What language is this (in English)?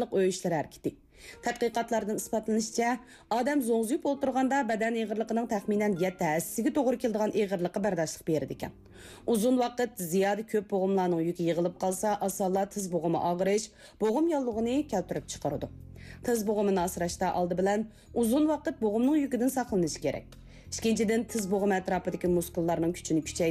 Uyghur